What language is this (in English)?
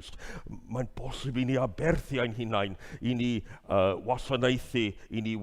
Welsh